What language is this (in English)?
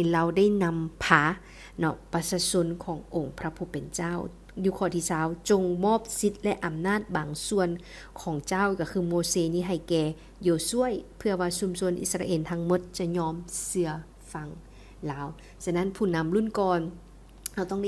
Lao